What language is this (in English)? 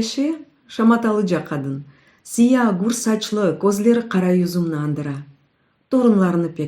Crimean Tatar